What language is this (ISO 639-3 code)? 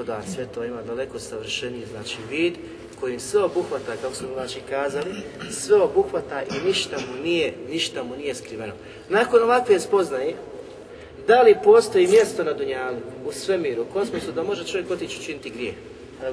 bos